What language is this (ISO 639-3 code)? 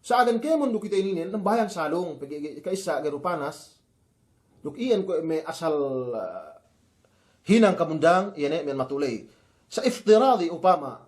yka